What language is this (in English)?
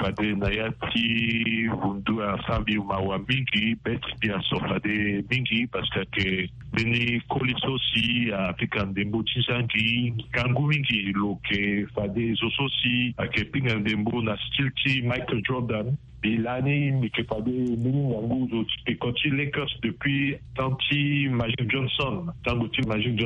Sango